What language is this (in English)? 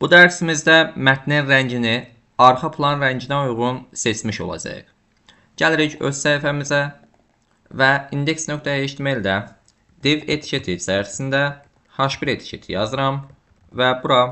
Azerbaijani